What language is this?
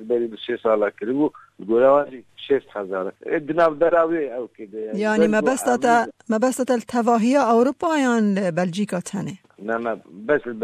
Kurdish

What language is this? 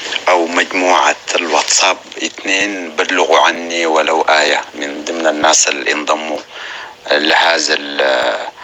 North Levantine Arabic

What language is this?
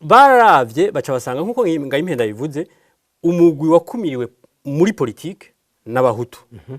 Rundi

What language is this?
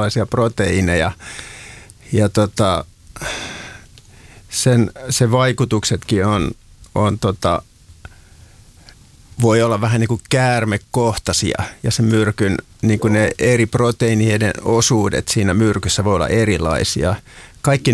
Finnish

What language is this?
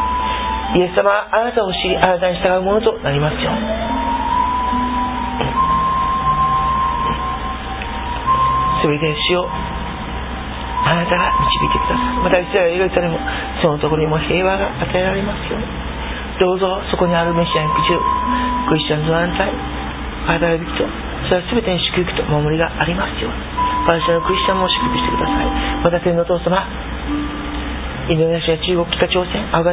Japanese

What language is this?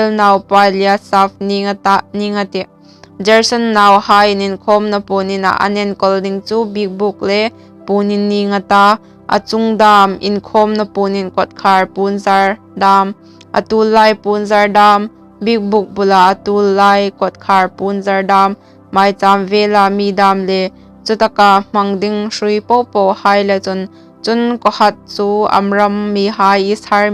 Hmar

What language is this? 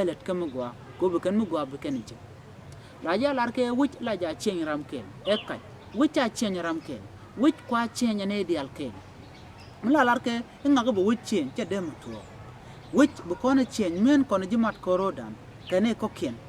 Nuer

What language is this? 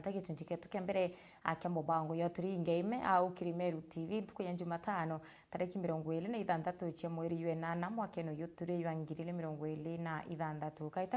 Meru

